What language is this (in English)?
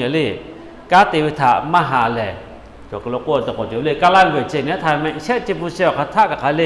Lahu